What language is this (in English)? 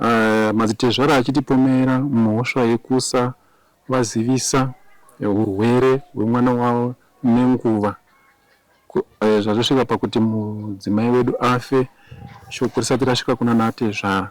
Shona